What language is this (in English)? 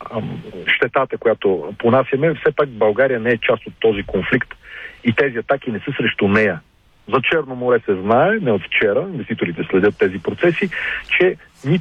Bulgarian